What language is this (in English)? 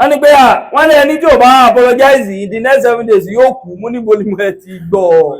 Yoruba